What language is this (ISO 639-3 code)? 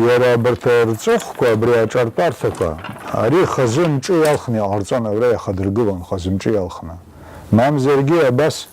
abk